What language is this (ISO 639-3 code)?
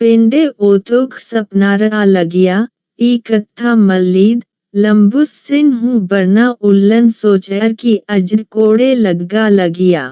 kru